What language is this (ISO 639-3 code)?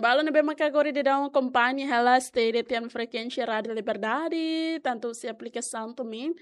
tet